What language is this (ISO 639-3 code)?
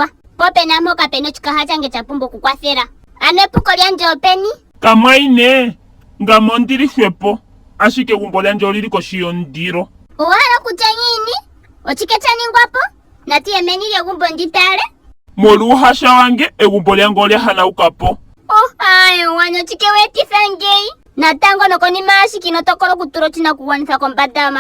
ndo